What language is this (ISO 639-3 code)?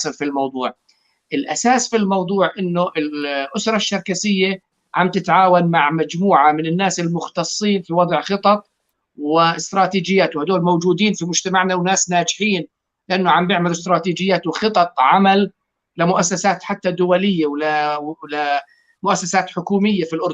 apc